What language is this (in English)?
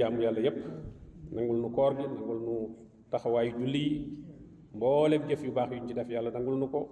Wolof